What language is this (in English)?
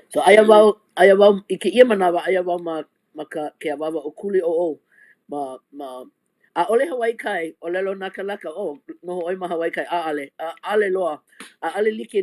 Hawaiian